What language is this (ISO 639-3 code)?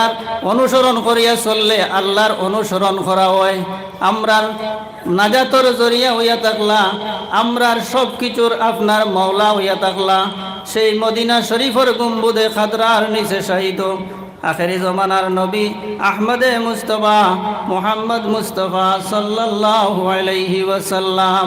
syl